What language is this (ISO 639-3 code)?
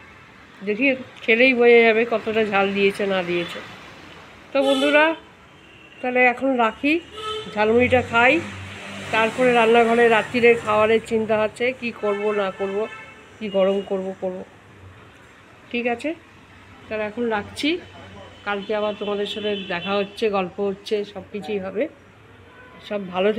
ben